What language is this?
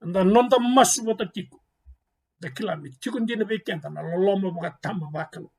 Fijian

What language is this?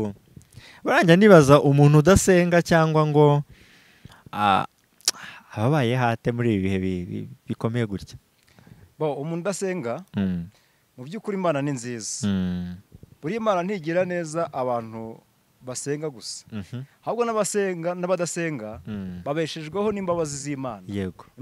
Kinyarwanda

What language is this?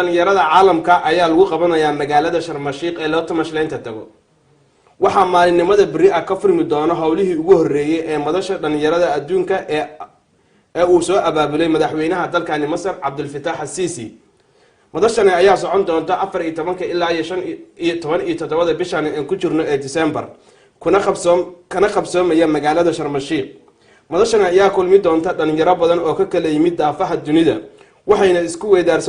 Somali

